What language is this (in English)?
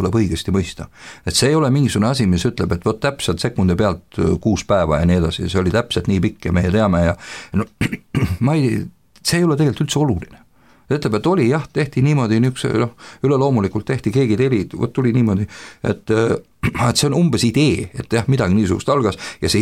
Estonian